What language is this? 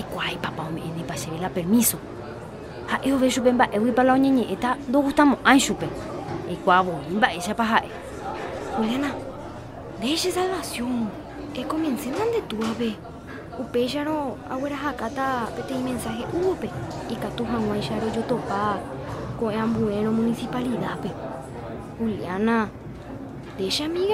Guarani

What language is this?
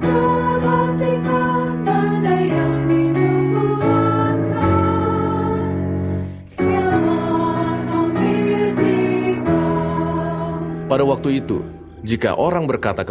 Indonesian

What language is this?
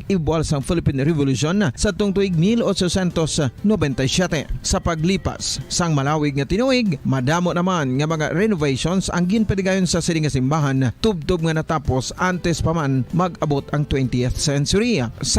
Hiligaynon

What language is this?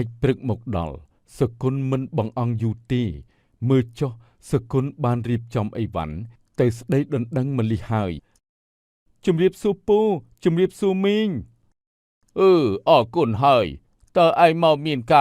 Khmer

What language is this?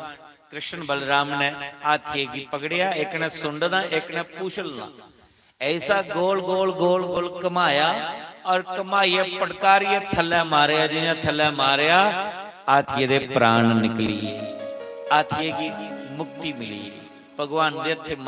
Dogri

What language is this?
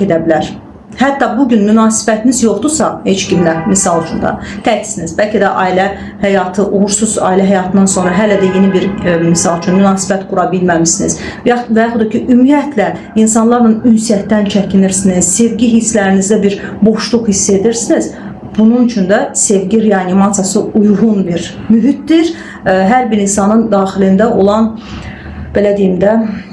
Azerbaijani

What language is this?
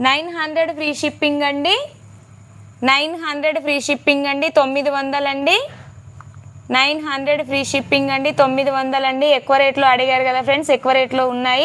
Telugu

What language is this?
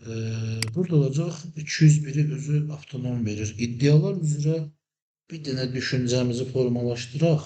Azerbaijani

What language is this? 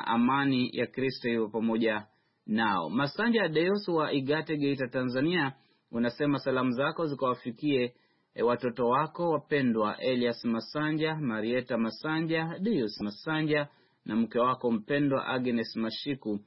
Swahili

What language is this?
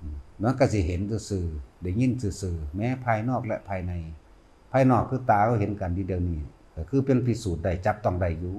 Lao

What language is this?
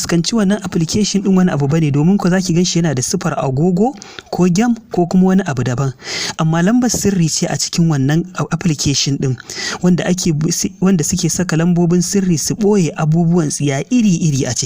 Hausa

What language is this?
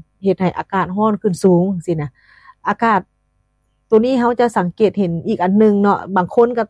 Lao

